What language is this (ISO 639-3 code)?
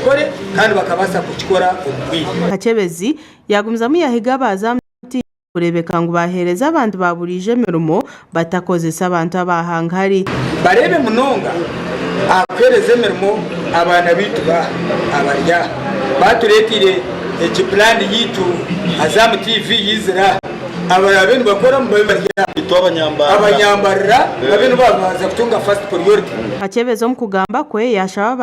nyn